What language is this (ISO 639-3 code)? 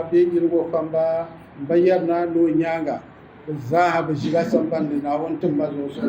dag